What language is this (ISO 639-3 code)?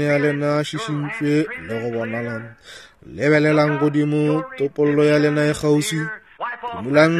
nso